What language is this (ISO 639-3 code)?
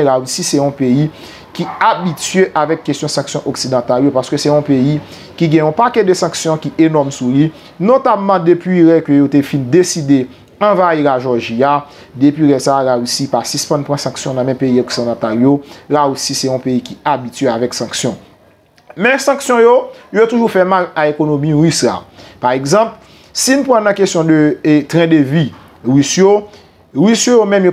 hat